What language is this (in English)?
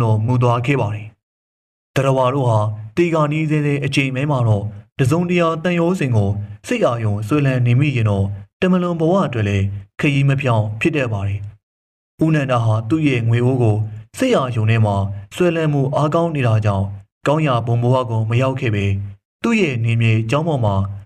Burmese